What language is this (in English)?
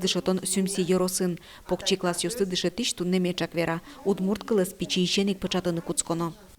Udmurt